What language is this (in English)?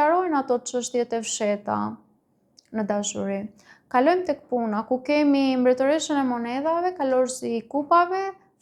Albanian